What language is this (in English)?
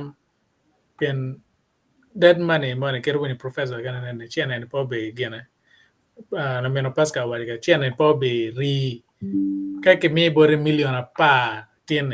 Acoli